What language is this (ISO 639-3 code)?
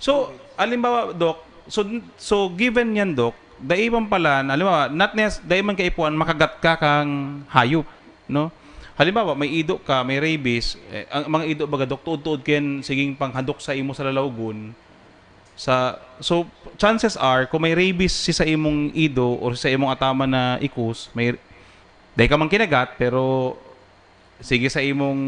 bik